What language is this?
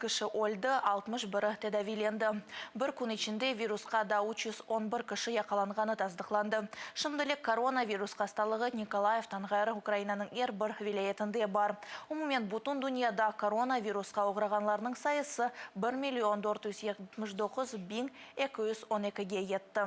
Crimean Tatar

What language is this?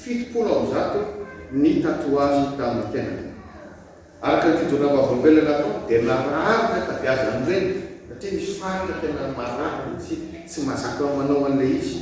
Malagasy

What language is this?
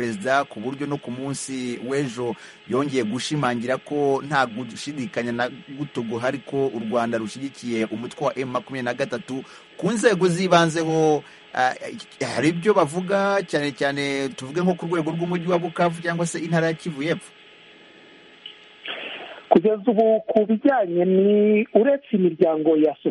Kinyarwanda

